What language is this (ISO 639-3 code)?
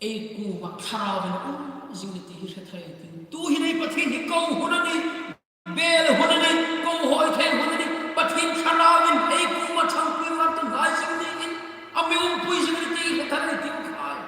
hmr